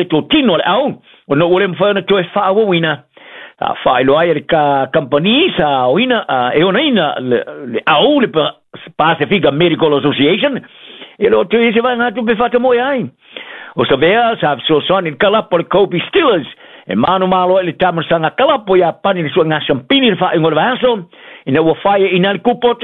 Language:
Samoan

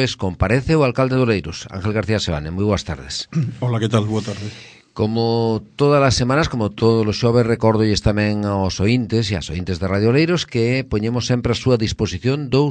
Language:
Galician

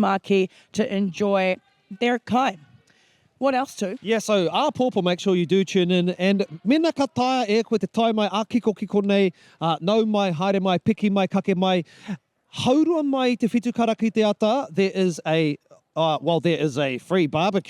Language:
Māori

